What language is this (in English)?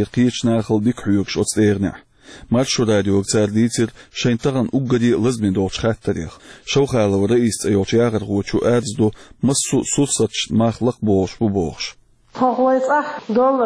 Chechen